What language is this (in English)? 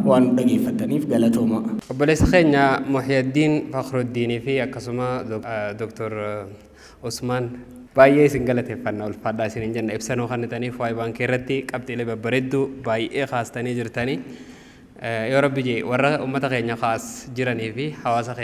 Oromo